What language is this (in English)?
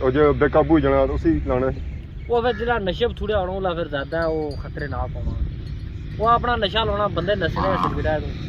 Pahari-Potwari